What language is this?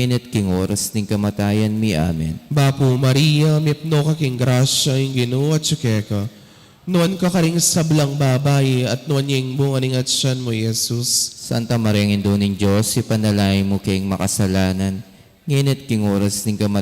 Pampanga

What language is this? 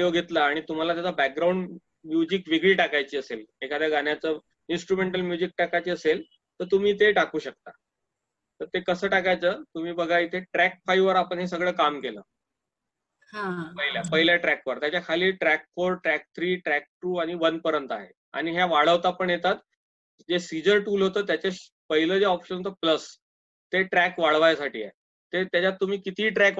Marathi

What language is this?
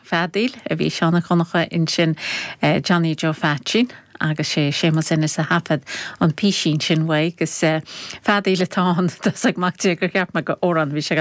Irish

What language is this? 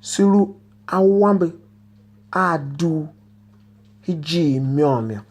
Tiv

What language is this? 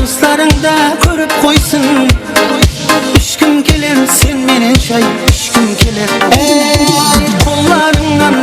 Kara-Kalpak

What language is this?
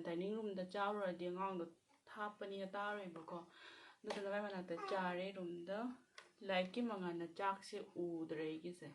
Manipuri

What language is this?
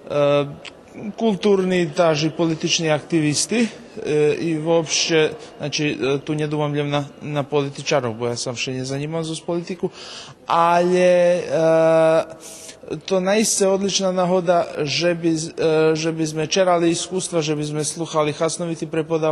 Rusyn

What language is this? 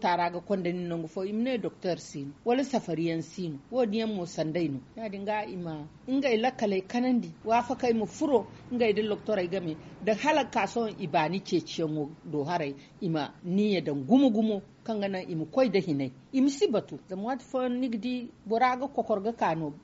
Zarma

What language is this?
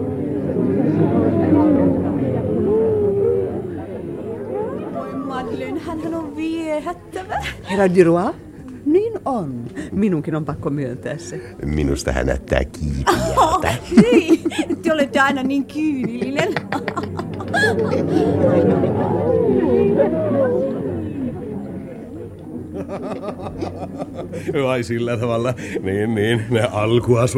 Finnish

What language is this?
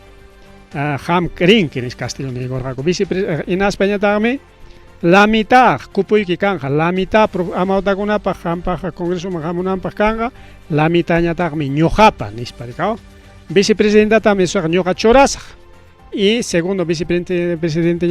Ayacucho Quechua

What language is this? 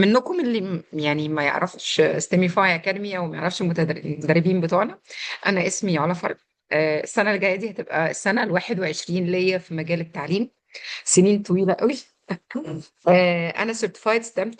Egyptian Arabic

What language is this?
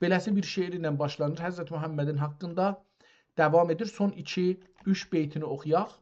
South Azerbaijani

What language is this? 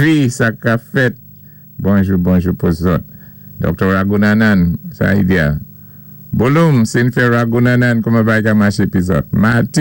Saint Lucian Creole French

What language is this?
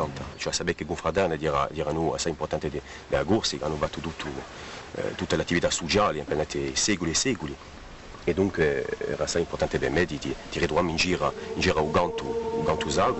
Corsican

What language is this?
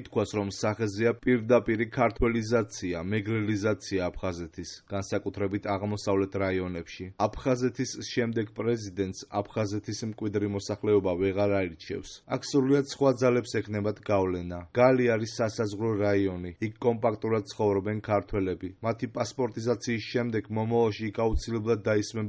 Georgian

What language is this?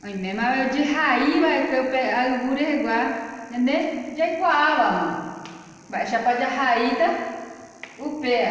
Guarani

